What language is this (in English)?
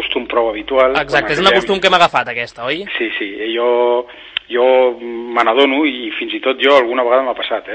Catalan